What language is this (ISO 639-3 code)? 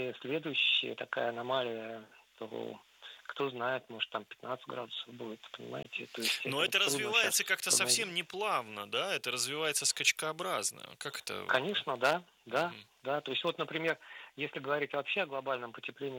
rus